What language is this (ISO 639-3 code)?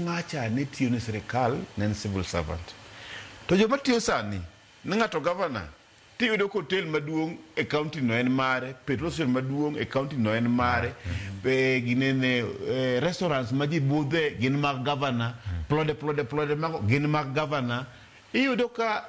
luo